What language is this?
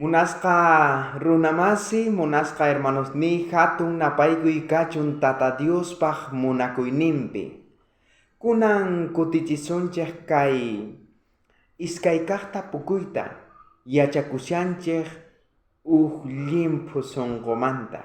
South Bolivian Quechua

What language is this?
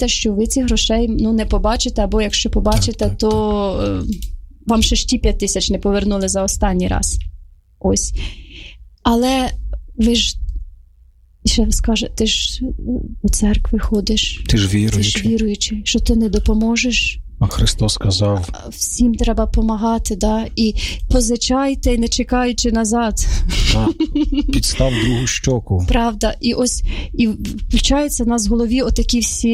Ukrainian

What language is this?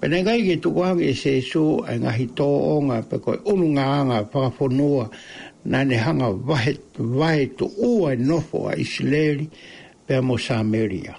Tongan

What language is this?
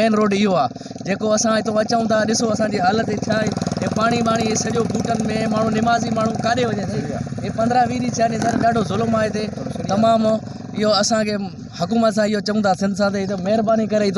Sindhi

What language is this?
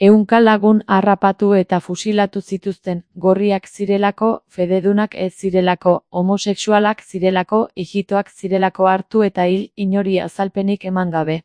Basque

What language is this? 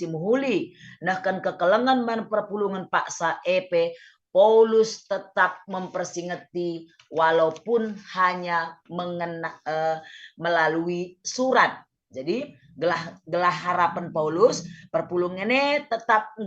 Batak Karo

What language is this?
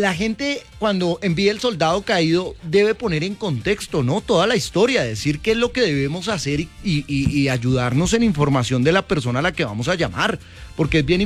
Spanish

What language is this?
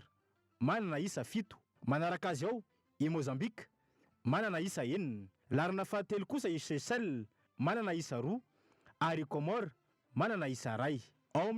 Malagasy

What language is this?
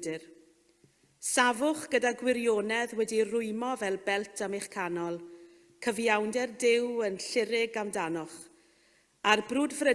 Welsh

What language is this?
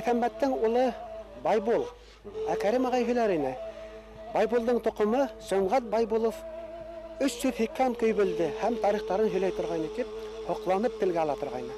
Bashkir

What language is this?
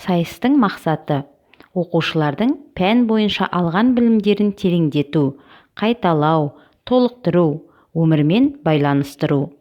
Kazakh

